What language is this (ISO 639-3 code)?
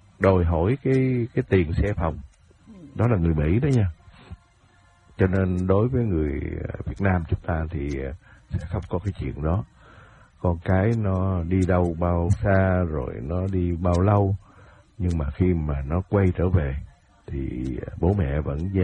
vie